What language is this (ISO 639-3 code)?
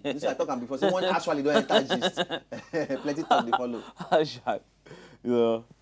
pcm